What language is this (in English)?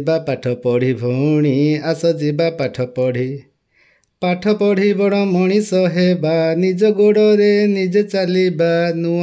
Odia